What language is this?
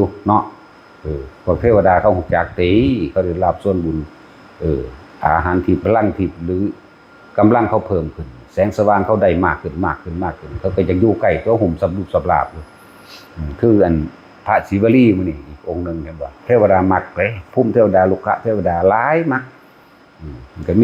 Northeastern Thai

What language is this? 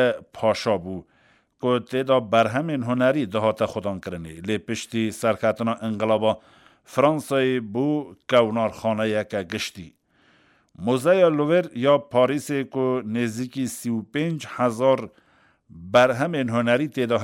Kurdish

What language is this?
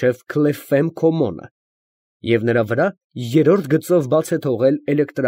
Armenian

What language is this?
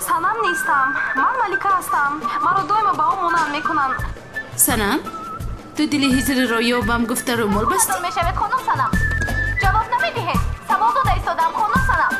Tajik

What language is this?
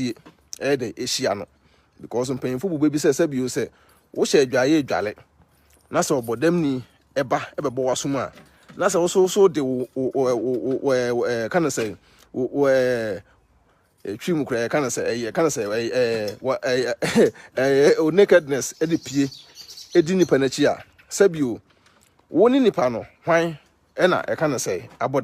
Akan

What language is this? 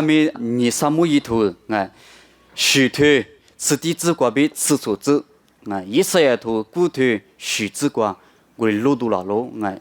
Lisu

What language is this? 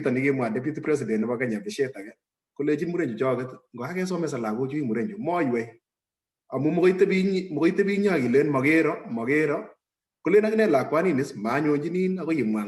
Kalenjin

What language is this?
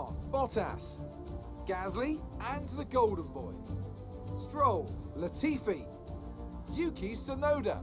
Swiss German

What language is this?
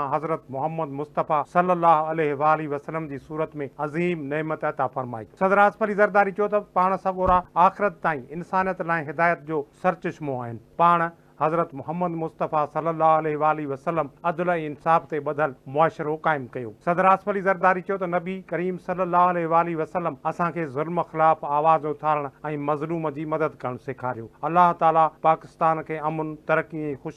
Sindhi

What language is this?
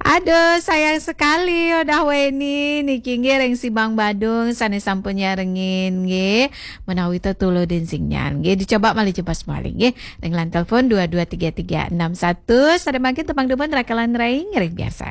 Balinese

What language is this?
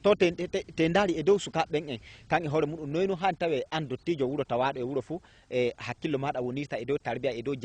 Fula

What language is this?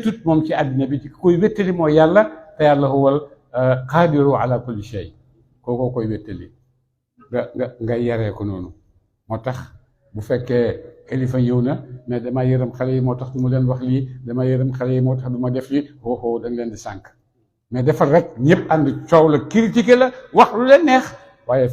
Wolof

